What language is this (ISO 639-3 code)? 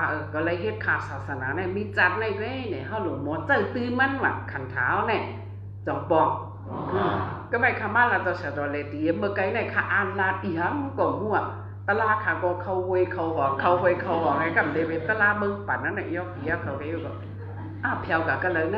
shn